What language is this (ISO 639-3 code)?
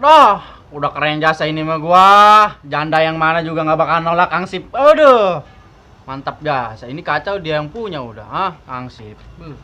bew